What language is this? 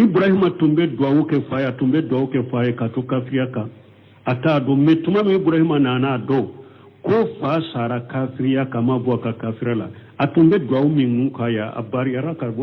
Bambara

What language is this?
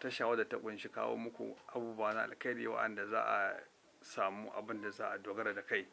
Hausa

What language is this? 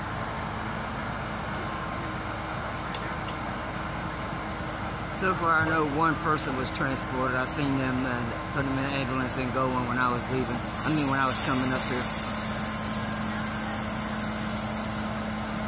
English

